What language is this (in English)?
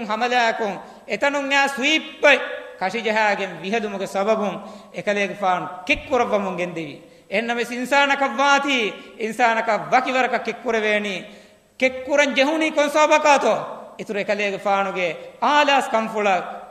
Divehi